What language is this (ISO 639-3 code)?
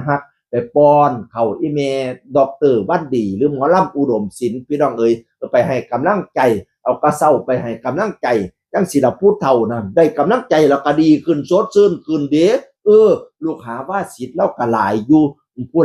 tts